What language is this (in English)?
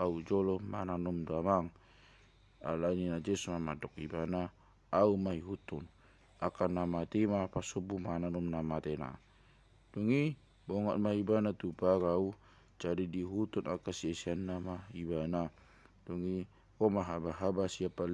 Batak Toba